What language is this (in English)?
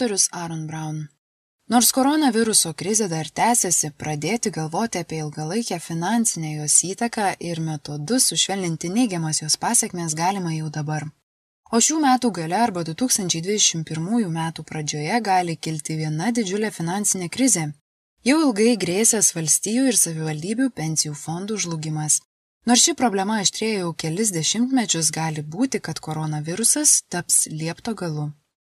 Lithuanian